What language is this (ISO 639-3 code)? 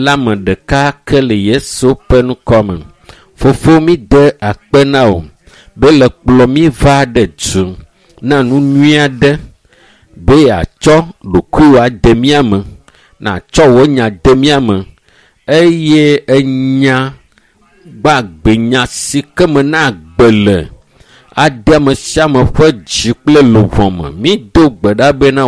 ewe